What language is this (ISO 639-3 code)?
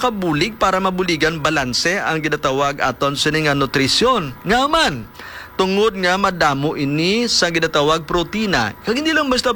hil